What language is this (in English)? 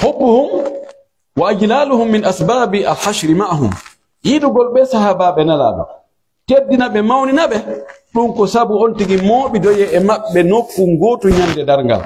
Pular